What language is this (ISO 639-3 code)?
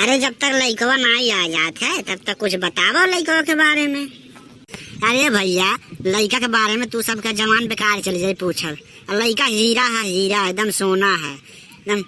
awa